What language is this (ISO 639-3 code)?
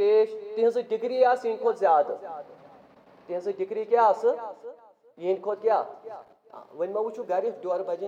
kas